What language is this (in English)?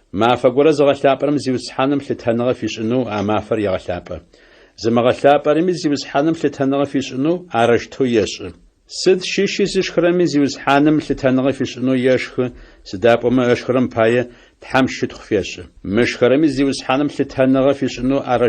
Adyghe